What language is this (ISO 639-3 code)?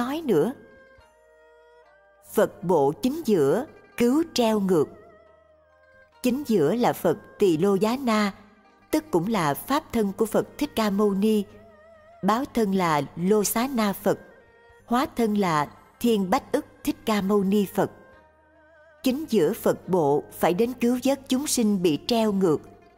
vie